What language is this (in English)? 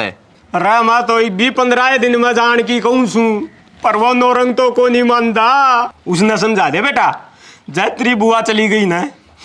Haryanvi